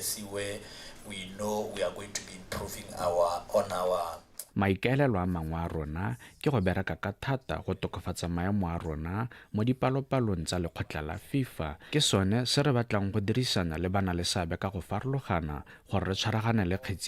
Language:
Tswana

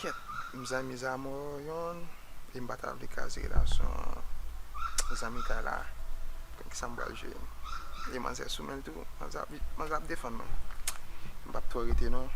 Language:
Haitian Creole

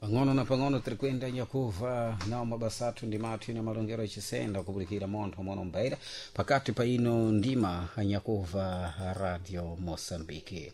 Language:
Sena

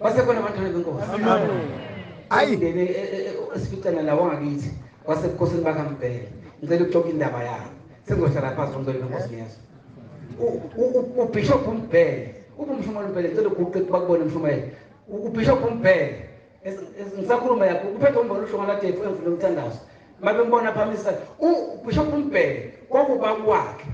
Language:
Zulu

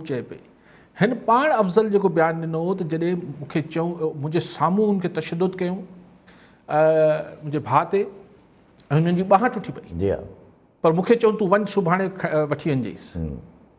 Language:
Sindhi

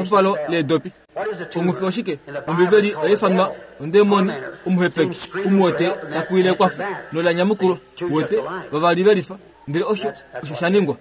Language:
Kuanyama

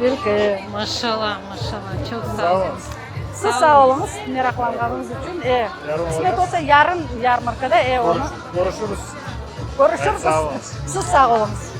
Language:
Crimean Tatar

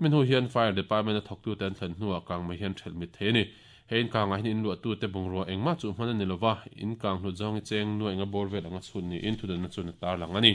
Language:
Mizo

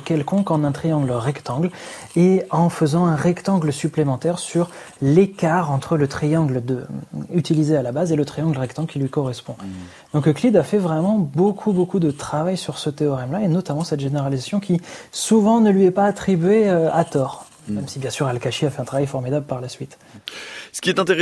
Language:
French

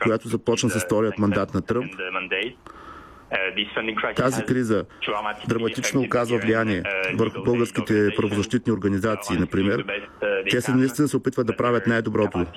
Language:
Bulgarian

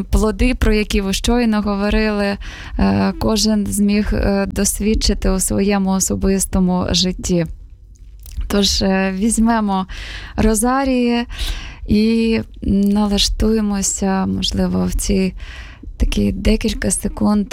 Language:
Ukrainian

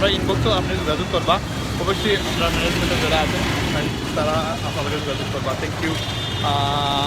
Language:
Sylheti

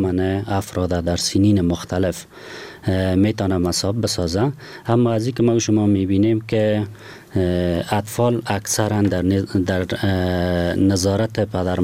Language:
Persian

